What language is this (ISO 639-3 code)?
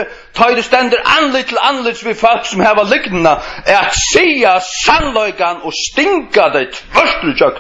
fao